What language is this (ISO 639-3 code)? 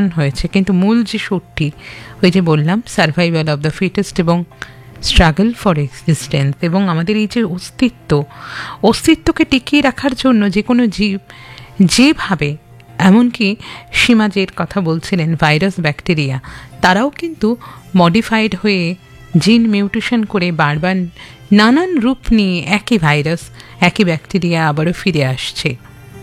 ben